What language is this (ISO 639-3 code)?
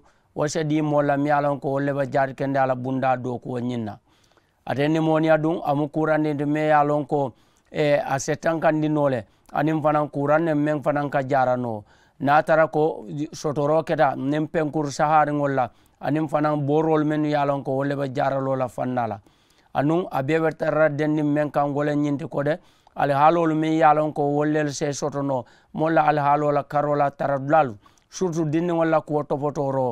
man